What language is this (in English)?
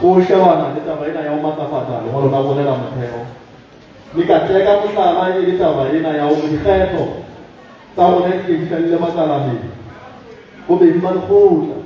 Southern Sotho